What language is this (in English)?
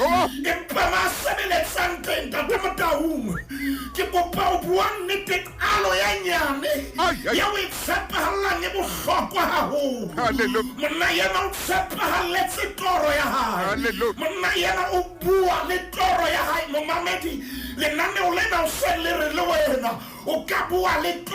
Southern Sotho